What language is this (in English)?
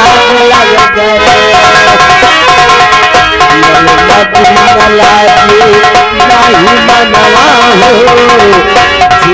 Hindi